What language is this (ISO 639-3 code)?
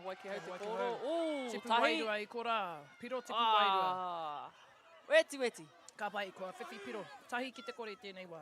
mri